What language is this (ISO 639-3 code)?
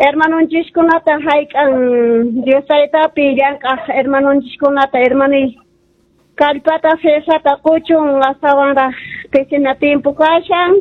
que